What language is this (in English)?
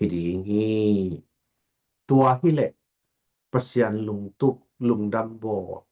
Tedim Chin